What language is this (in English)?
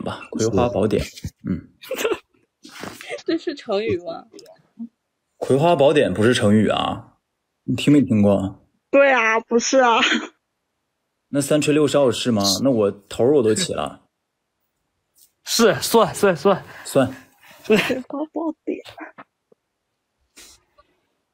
Chinese